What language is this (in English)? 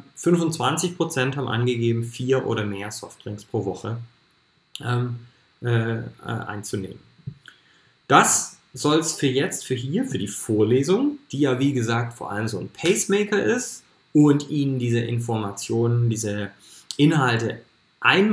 German